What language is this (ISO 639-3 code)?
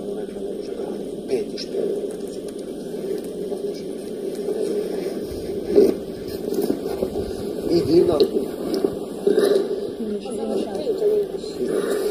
hrv